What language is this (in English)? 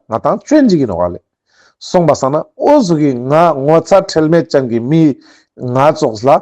Ladakhi